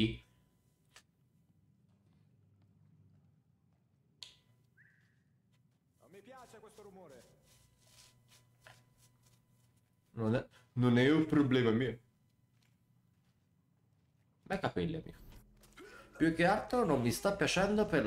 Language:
Italian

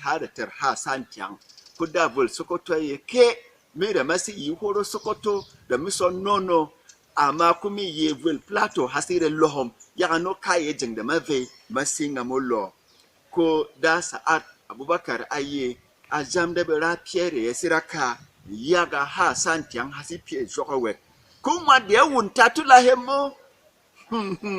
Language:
Berom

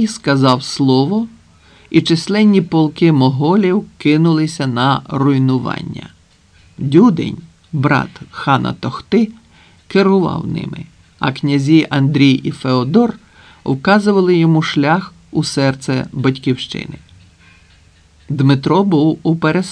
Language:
Ukrainian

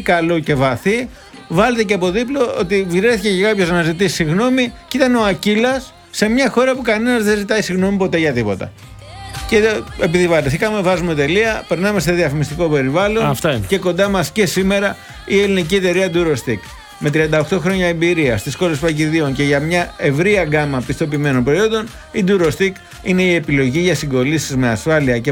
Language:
Greek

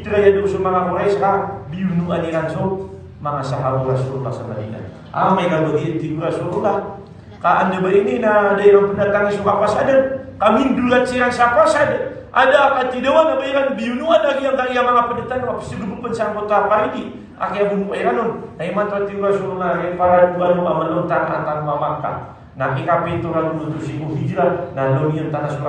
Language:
Maranao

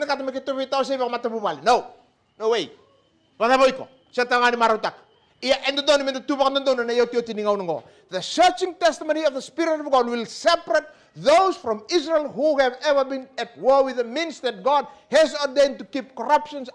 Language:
Fijian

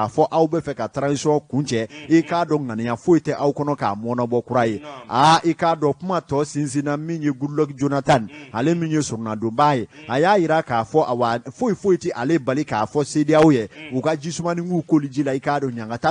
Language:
Bambara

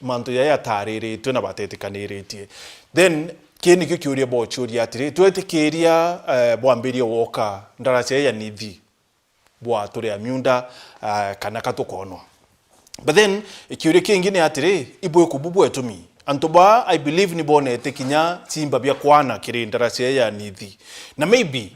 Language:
Meru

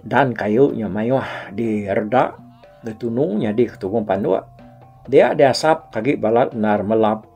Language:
Iban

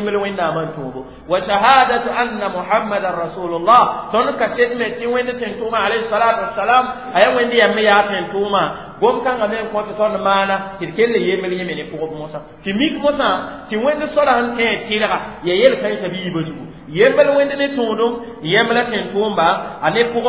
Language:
Mossi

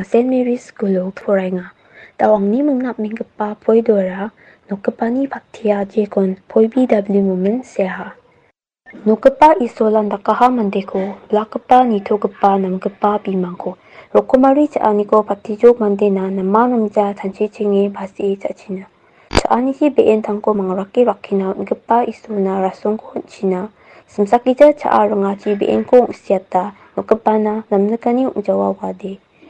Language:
Garo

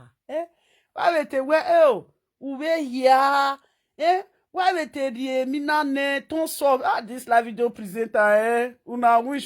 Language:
Nigerian Pidgin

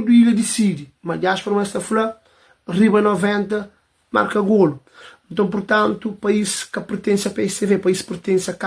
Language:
Kabuverdianu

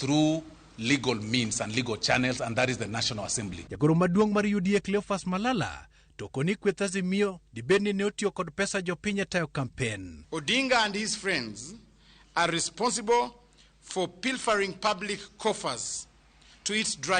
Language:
Luo (Kenya and Tanzania)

